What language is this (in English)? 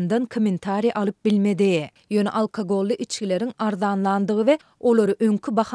Turkmen